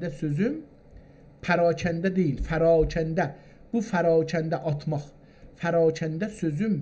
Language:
South Azerbaijani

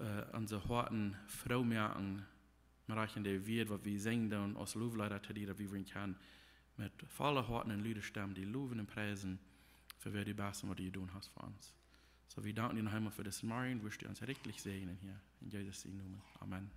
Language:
Plautdietsch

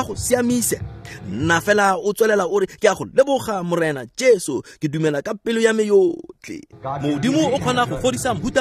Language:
Tswana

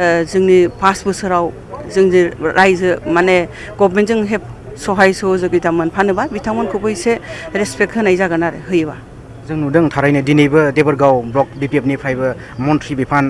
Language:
Bodo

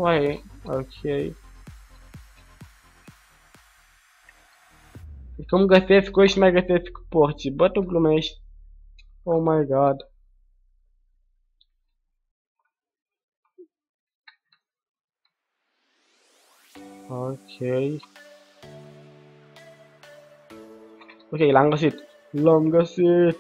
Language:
Romanian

